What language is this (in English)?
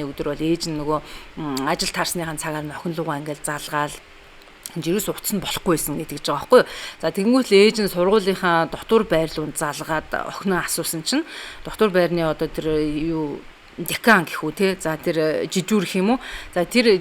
Mongolian